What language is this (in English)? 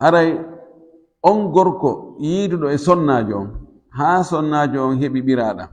Fula